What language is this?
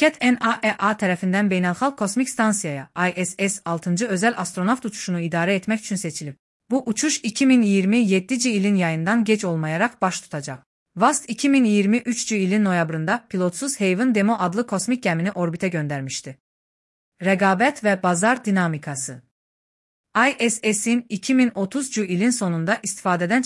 Azerbaijani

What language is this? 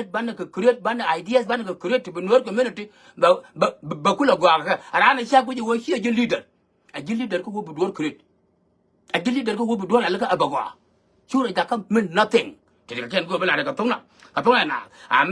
Nuer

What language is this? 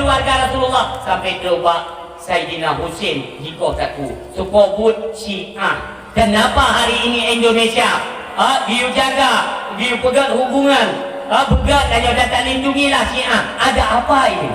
Achinese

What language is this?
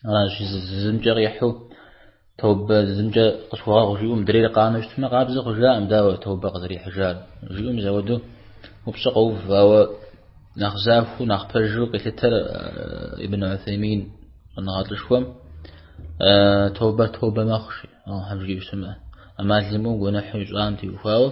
Kabardian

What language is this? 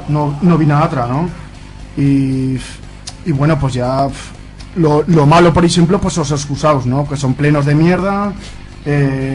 Aragonese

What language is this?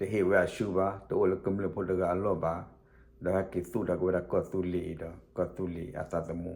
S'gaw Karen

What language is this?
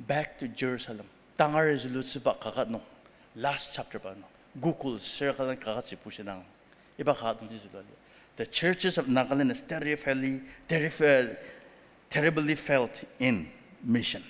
Ao Naga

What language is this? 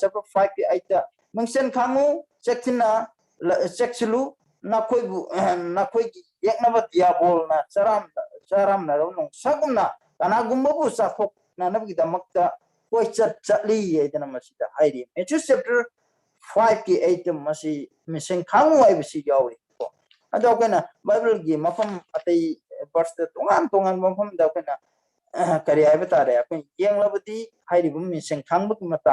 Manipuri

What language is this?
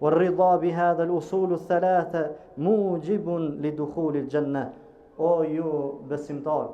Albanian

